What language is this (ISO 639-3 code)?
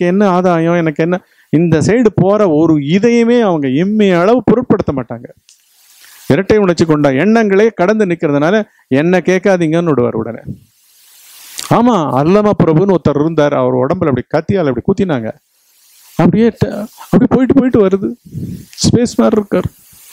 tam